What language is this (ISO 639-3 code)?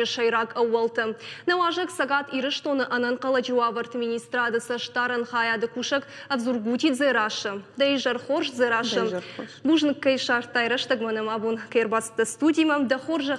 oss